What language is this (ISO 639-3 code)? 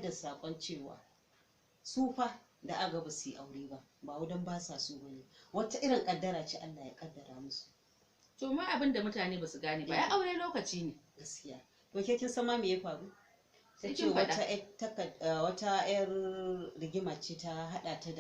hau